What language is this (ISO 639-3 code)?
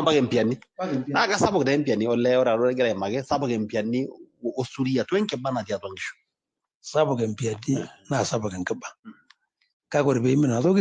mas